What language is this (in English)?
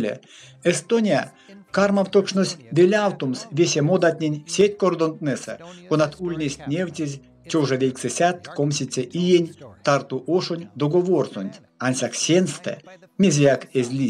Erzya